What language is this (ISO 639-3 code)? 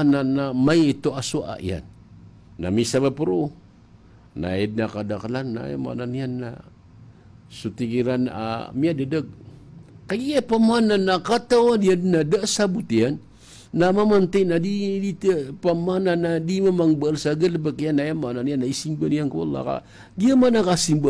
mrw